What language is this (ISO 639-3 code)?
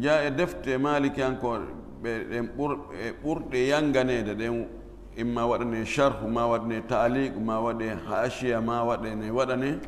ful